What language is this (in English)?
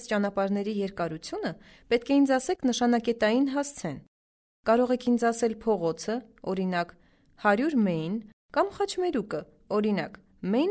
Armenian